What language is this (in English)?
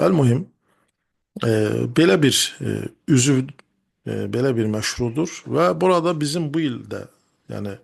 Azerbaijani